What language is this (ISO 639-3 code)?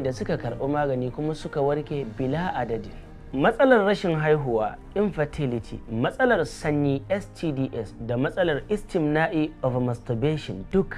hau